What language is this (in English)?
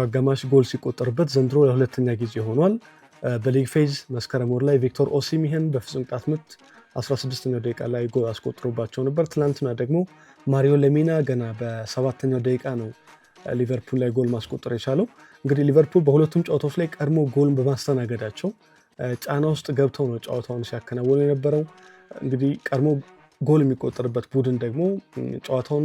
Amharic